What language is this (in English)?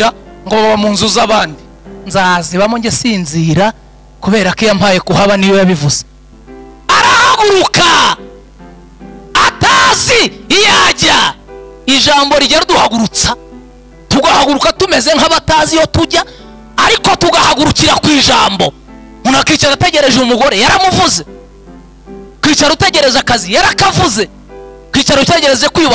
Kinyarwanda